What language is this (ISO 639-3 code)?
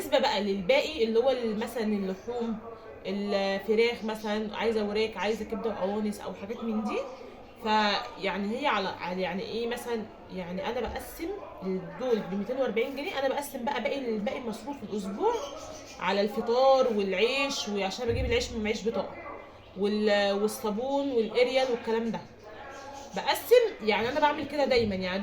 arz